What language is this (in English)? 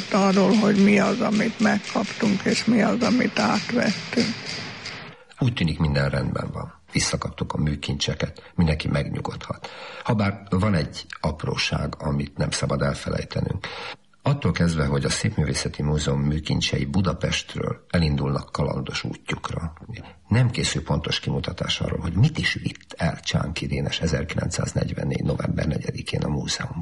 Hungarian